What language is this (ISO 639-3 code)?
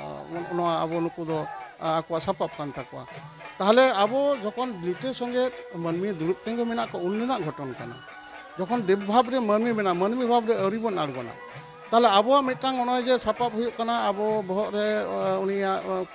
sat